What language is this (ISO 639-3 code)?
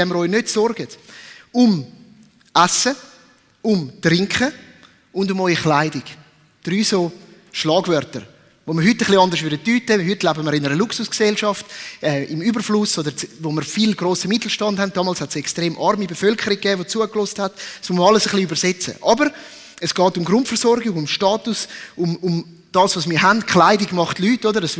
gsw